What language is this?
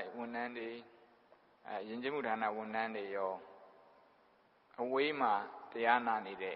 Burmese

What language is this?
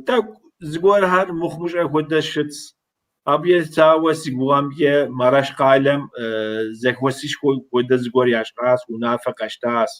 Kabardian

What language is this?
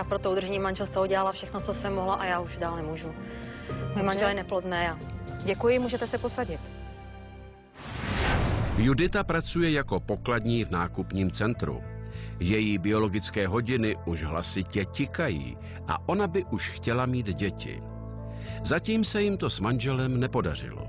Czech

